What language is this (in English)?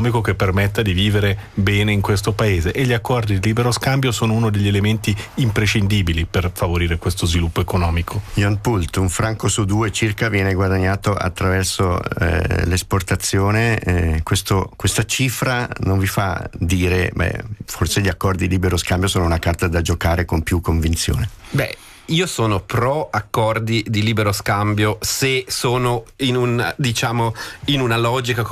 Italian